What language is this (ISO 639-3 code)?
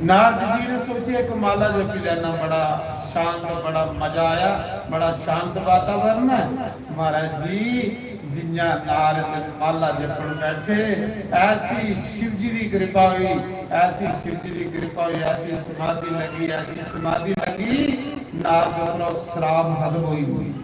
doi